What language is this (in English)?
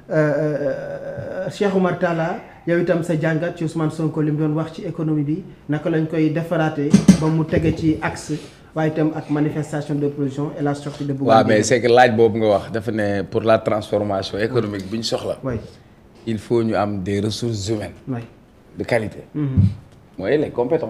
Wolof